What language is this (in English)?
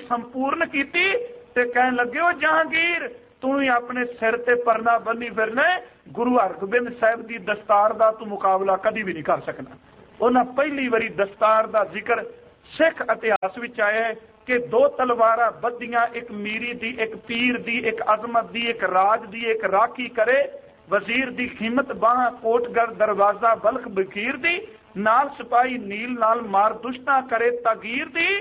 Punjabi